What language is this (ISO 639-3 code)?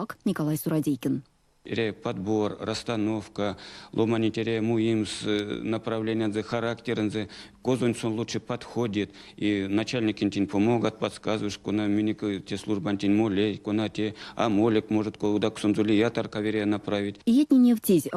myv